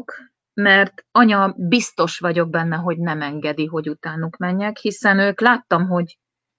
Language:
Hungarian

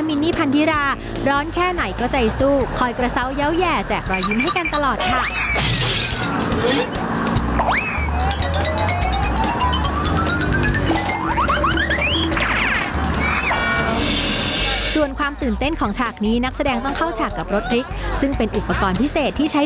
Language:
Thai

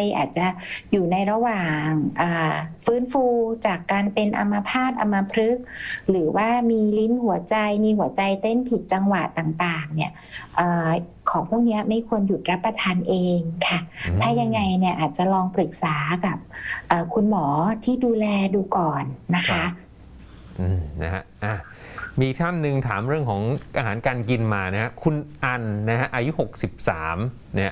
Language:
Thai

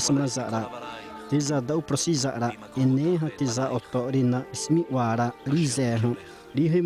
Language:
Xavánte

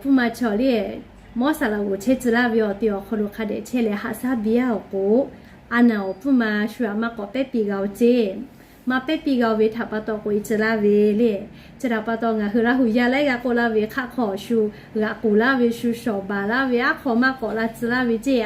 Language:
Lahu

